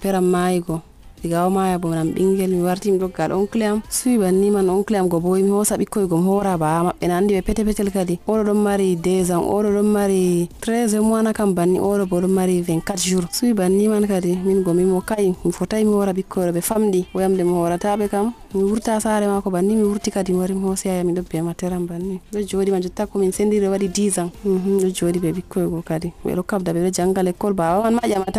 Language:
Nigerian Fulfulde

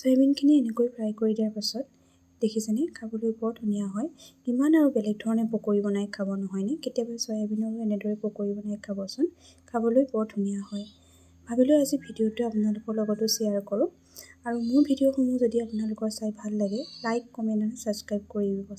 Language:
Assamese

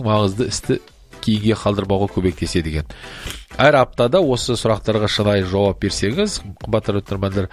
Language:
Kazakh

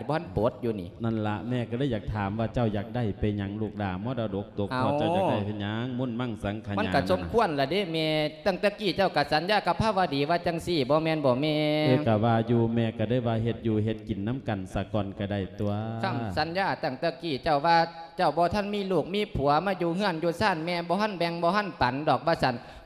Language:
Lao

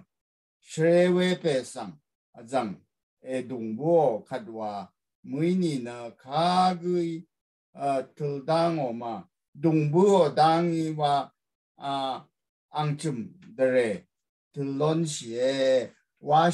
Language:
Rawang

